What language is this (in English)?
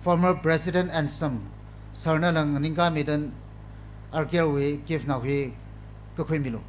Tangkhul Naga (India)